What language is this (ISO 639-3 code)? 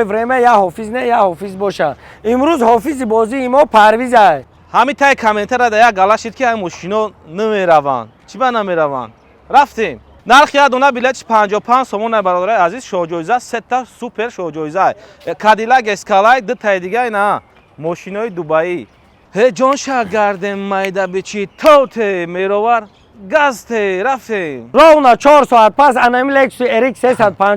tgk